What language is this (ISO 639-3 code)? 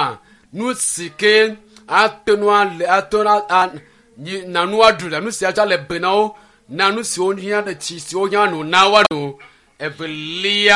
ewe